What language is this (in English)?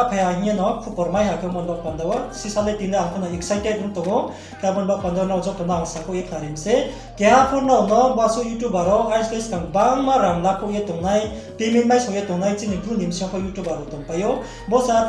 Riang (India)